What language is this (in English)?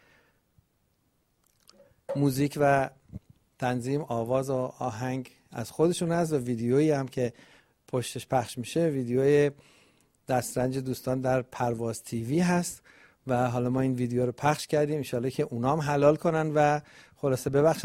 Persian